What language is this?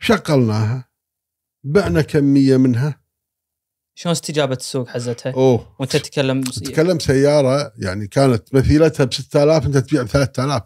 Gulf Arabic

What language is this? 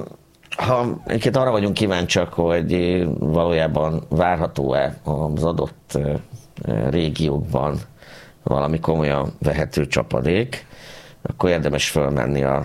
Hungarian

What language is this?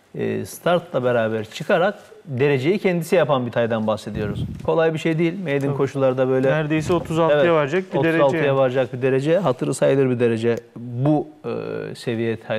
Turkish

